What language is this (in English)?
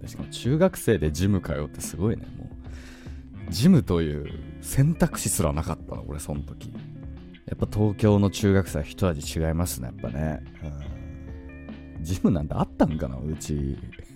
Japanese